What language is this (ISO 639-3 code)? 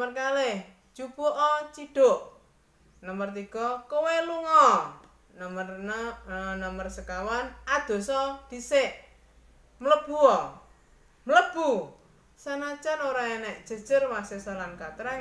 jav